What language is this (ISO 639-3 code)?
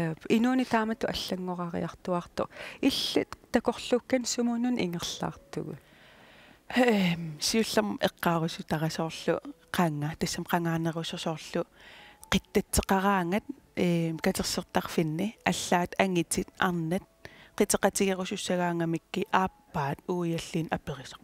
kal